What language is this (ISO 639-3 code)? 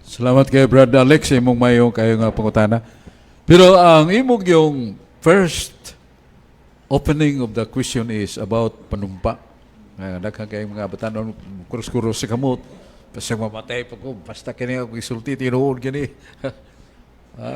ceb